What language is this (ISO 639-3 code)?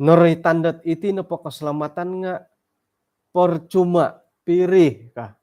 dtp